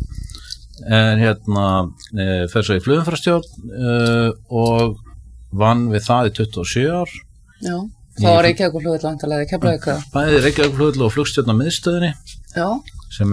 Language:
Icelandic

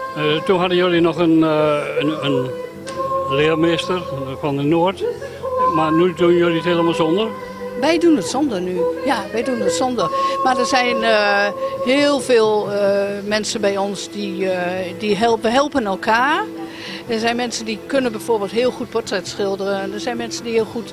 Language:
Dutch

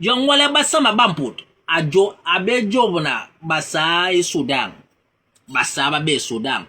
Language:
Basaa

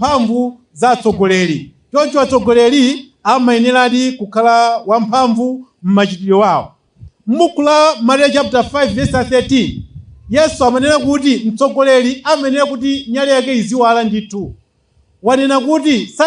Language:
Nyanja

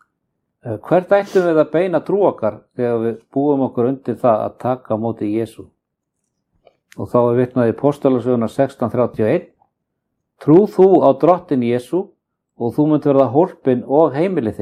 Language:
Icelandic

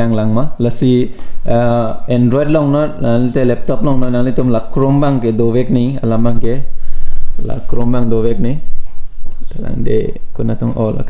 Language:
Karbi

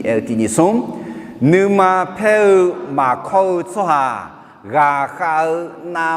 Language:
Akha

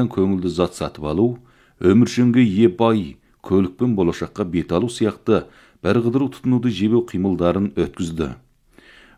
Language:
Kazakh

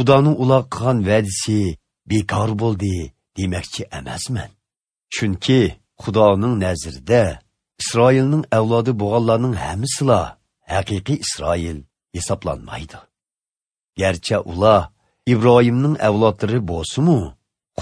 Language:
Uyghur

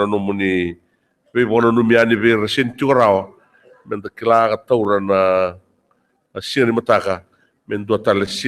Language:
Fijian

